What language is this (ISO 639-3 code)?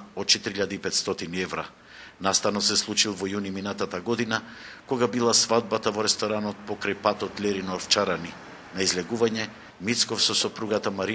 mkd